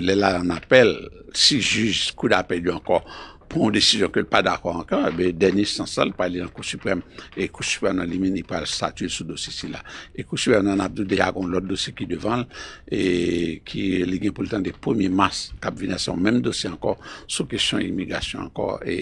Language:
Haitian Creole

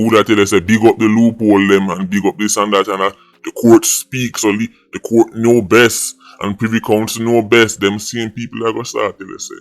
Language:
Jamaican Creole English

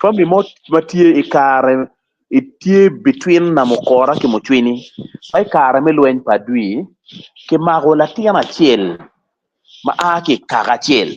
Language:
Acoli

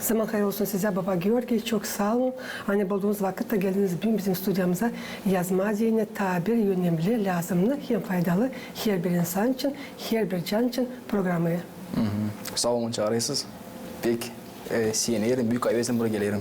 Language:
Gagauz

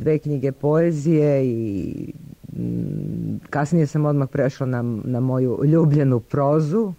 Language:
Serbian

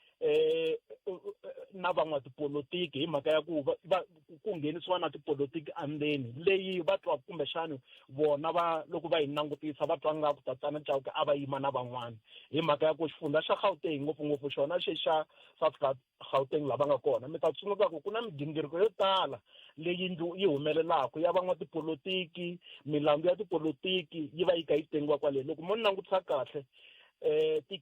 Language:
Tsonga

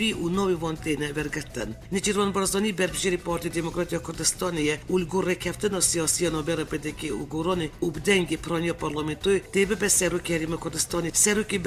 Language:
Kurdish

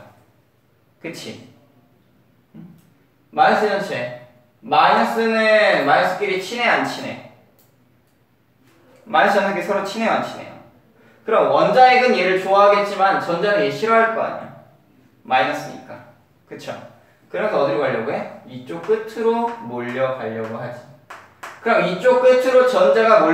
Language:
Korean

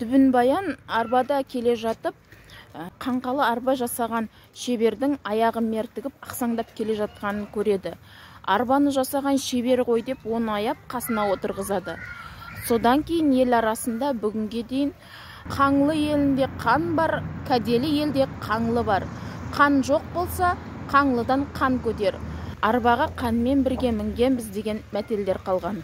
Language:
Kazakh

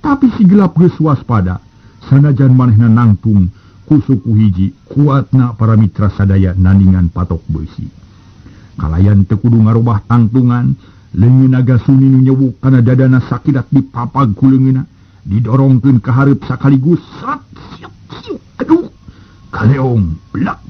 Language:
Sundanese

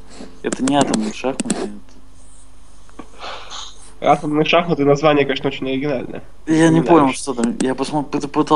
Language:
Russian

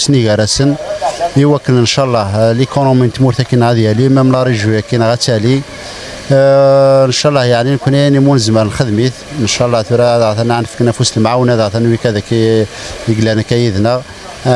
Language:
Kabyle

